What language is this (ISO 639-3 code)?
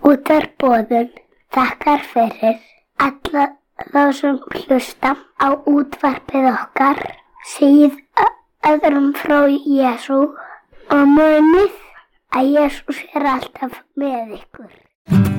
isl